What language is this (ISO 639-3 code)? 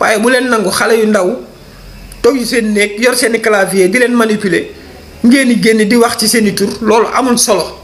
wol